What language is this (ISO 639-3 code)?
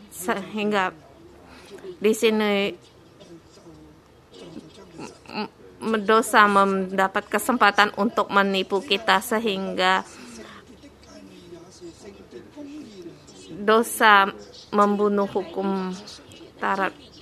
ind